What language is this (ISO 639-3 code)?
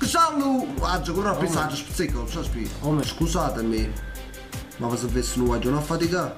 nap